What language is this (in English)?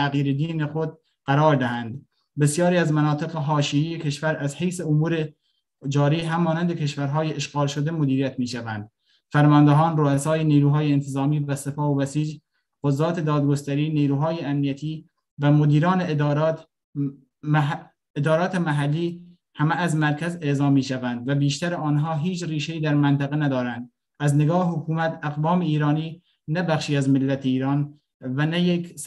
Persian